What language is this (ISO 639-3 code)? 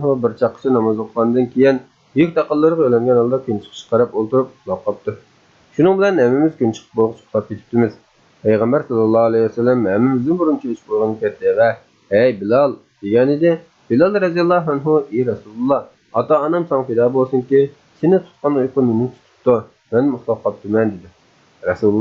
uig